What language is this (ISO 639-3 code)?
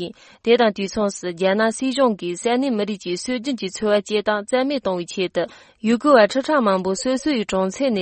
bod